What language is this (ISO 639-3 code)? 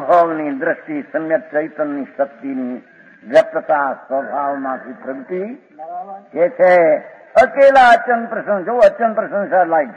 guj